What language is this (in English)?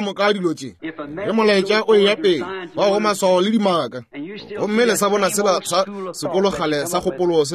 Northern Sotho